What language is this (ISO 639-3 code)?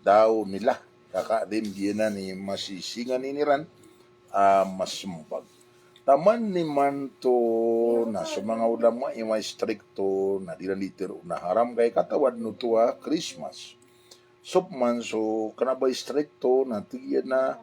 mrw